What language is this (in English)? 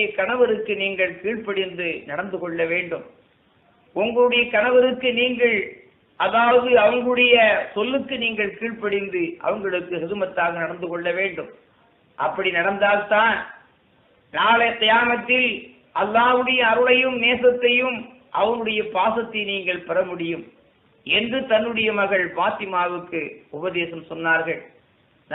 Tamil